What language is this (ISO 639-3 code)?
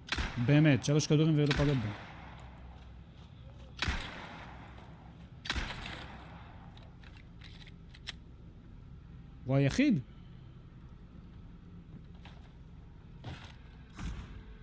heb